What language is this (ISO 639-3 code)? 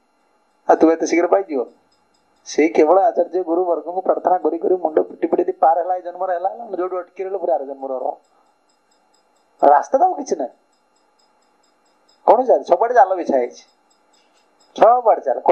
ori